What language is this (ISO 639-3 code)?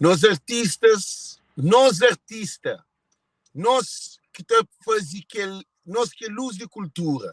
kea